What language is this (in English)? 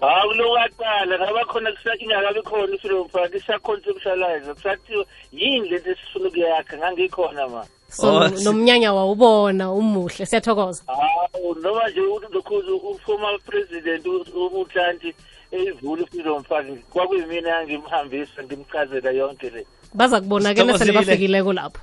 South Ndebele